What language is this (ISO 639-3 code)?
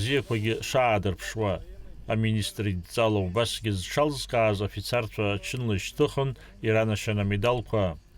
abk